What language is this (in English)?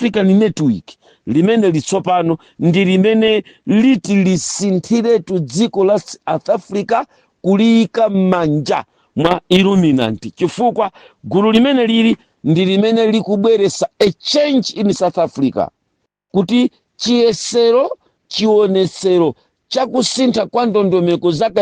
Nyanja